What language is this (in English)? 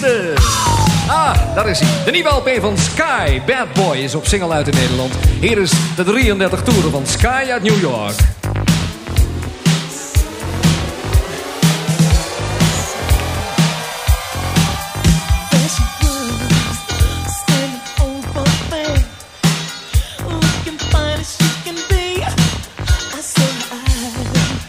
Dutch